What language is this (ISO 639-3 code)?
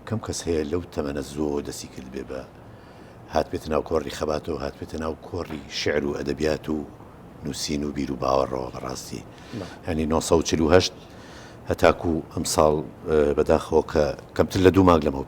ckb